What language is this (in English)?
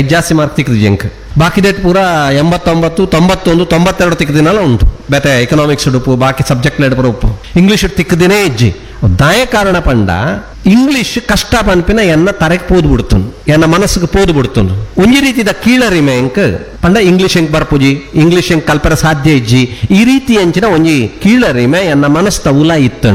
Tulu